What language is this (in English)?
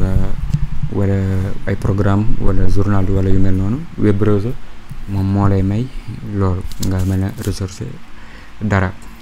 Wolof